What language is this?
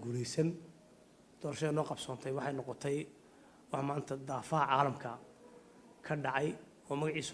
Somali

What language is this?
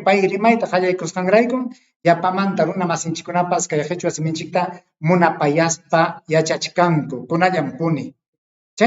Ayacucho Quechua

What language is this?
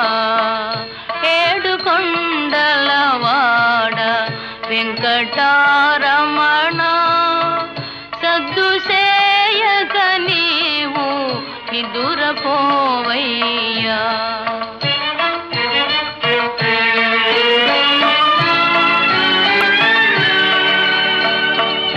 Telugu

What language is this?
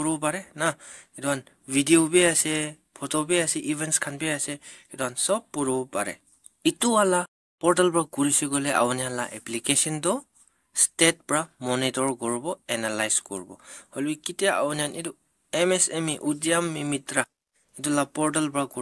Naga Pidgin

